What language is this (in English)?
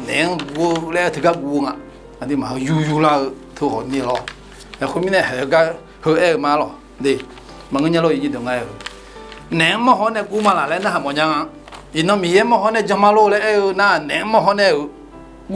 Akha